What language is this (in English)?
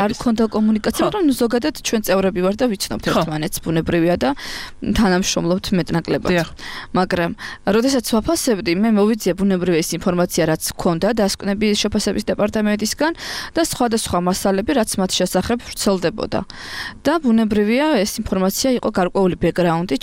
Georgian